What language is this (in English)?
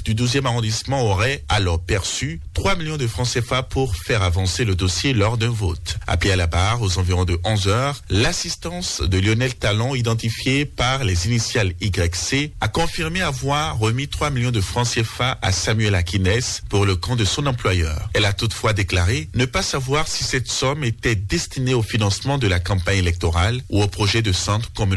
French